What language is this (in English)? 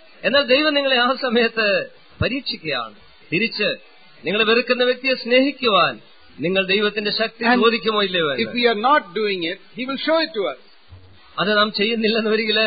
Malayalam